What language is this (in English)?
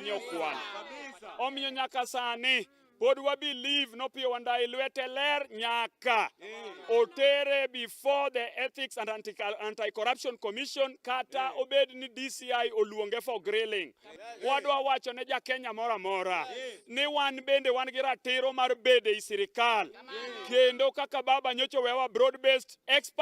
Luo (Kenya and Tanzania)